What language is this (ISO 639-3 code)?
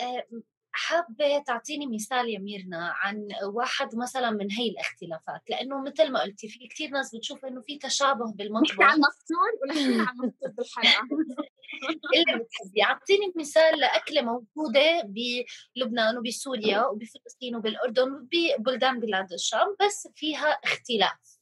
apc